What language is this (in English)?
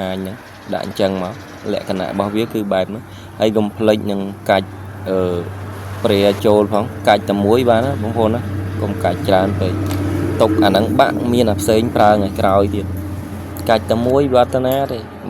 Khmer